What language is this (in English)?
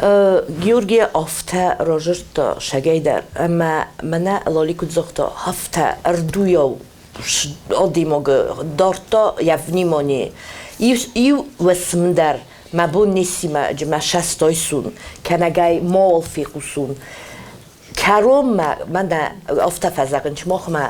Ossetic